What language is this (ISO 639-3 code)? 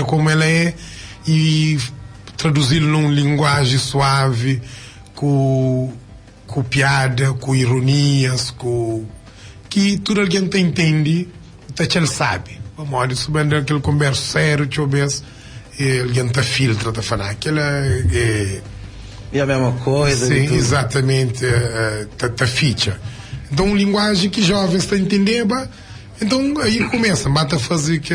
kea